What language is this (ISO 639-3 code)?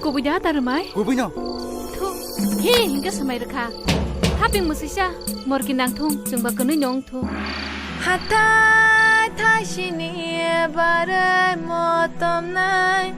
trp